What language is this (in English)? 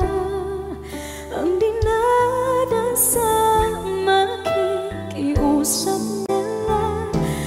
Filipino